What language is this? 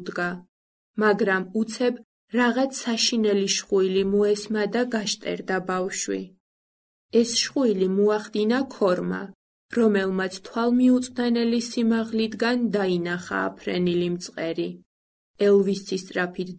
Georgian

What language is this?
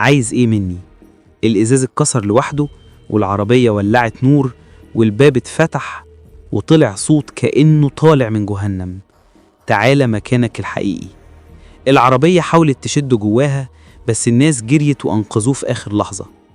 Egyptian Arabic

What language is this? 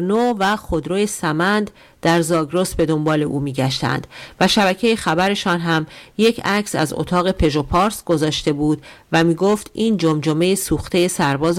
Persian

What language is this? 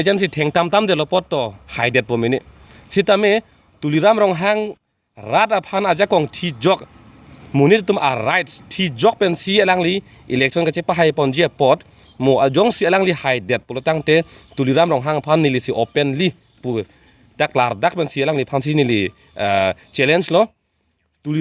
Karbi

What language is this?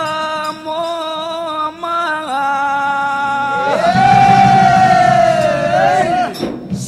Telugu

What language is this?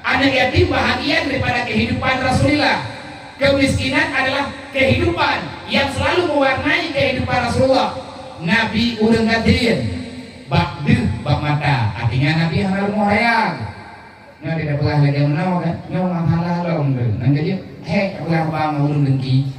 Achinese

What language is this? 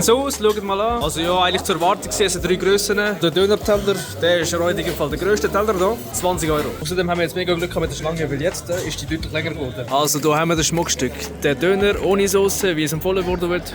Swiss German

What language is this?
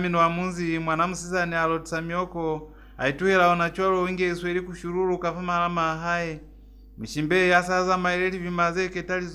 Lozi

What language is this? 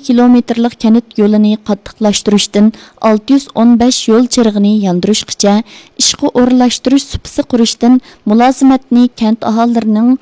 Uyghur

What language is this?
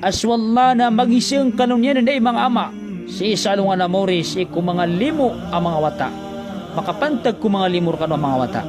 Maranao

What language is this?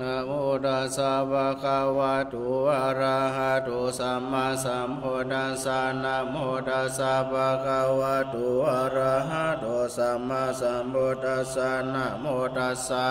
Pali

